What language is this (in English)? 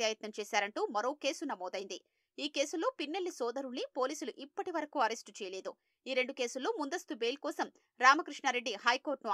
Telugu